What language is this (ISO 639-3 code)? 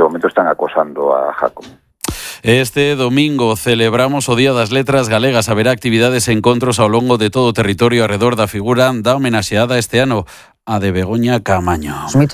glg